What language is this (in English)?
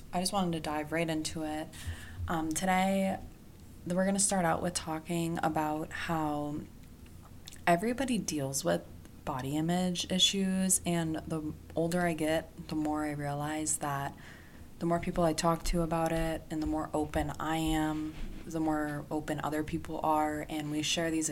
English